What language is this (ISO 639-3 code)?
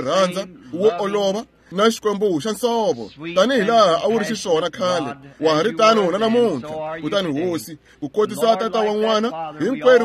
tso